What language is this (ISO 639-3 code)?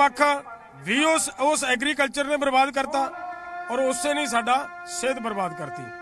pan